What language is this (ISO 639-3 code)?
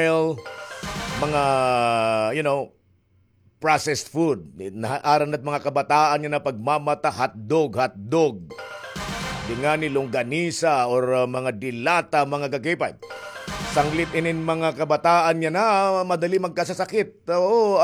war